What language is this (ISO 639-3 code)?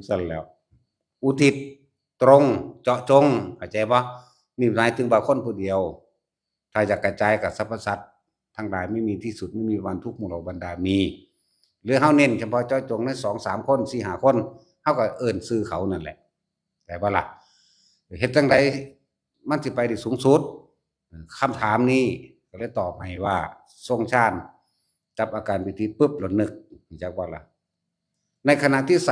tts